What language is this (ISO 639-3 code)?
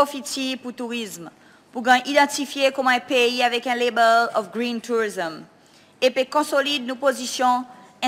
crs